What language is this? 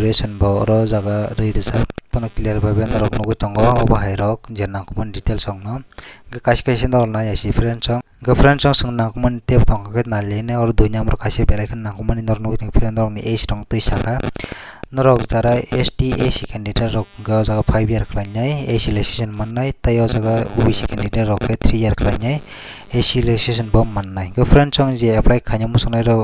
Kok Borok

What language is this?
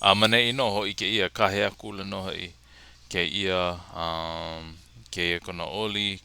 Hawaiian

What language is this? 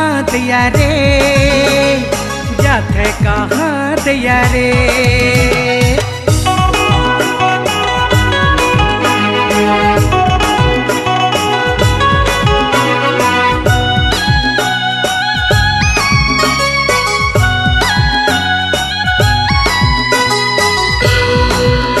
Sadri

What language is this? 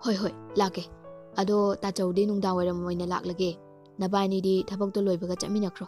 Manipuri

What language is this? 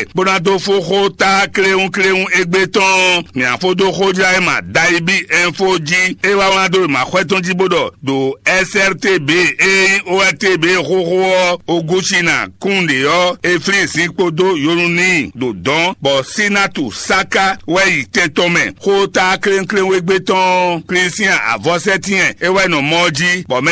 Fon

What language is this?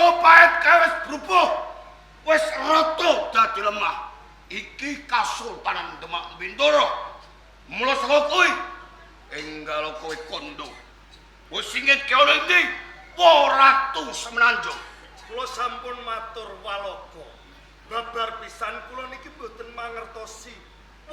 Javanese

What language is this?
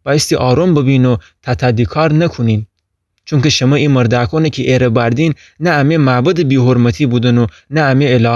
Gilaki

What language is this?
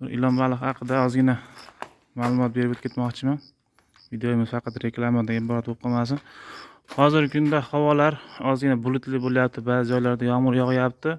Uzbek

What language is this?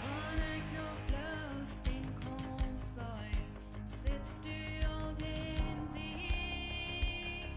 Plautdietsch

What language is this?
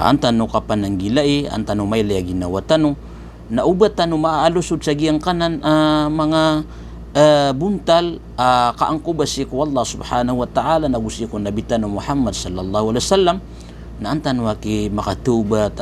Maranao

